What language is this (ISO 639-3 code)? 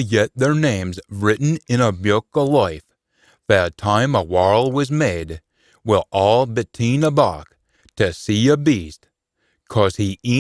sco